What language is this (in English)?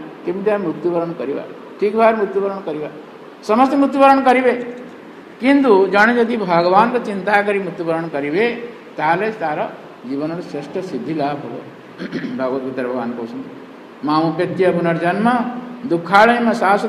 Odia